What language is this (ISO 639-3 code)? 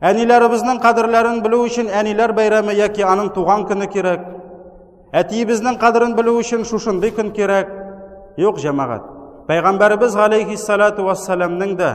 tat